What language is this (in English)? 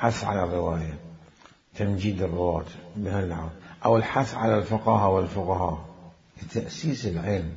Mesopotamian Arabic